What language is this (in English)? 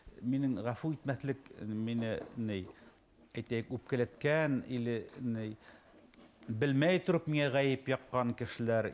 Bashkir